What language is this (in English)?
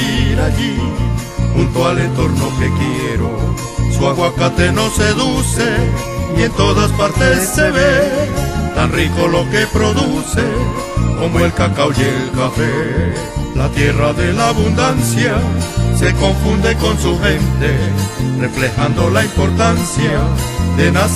Spanish